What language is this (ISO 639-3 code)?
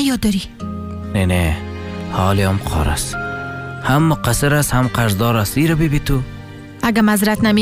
fas